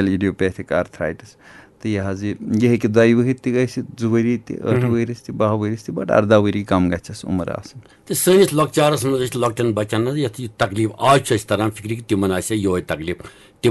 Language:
Kashmiri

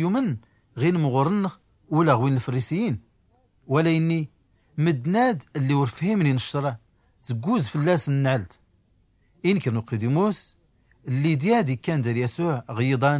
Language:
Tachelhit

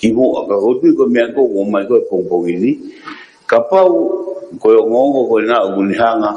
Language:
Tongan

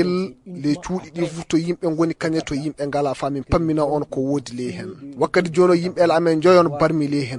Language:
Fula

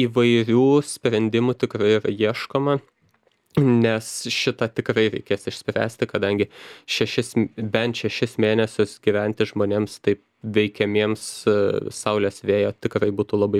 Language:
Lithuanian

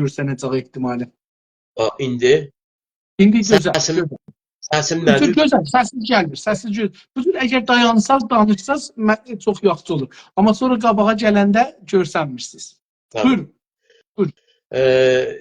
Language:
South Azerbaijani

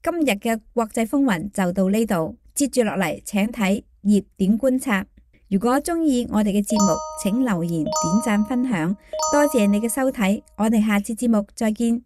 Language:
Cantonese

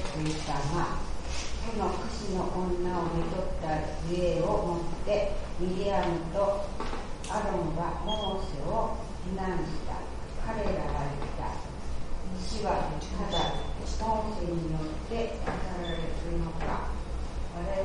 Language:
Japanese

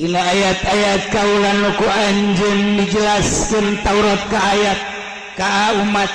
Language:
Sundanese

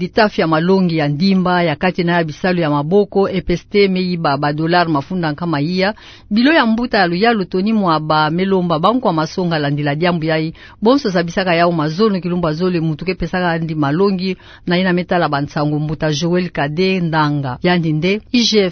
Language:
Kituba (Democratic Republic of Congo)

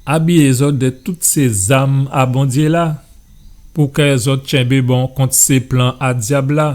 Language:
Guadeloupean Creole French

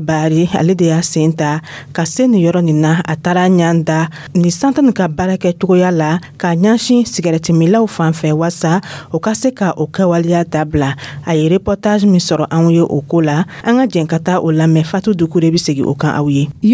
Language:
Dyula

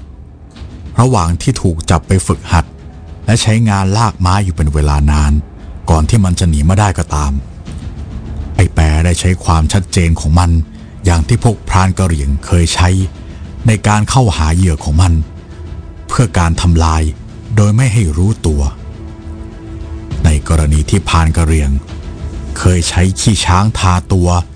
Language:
Thai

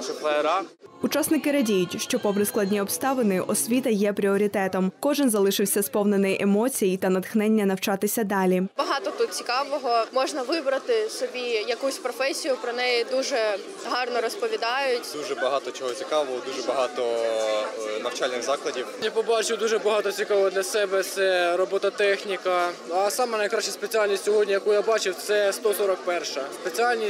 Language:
Ukrainian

